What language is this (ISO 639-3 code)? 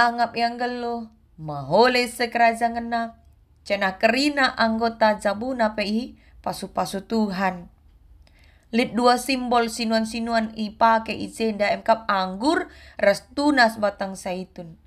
btx